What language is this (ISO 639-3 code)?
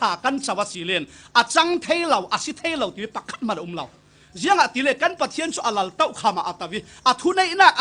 cfm